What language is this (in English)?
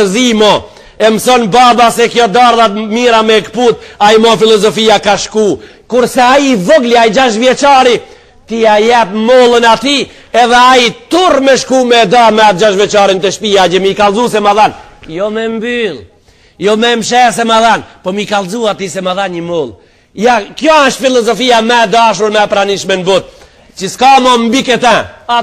Albanian